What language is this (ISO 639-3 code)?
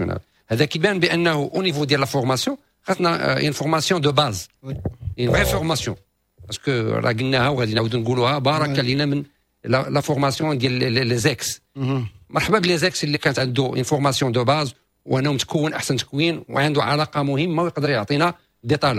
ary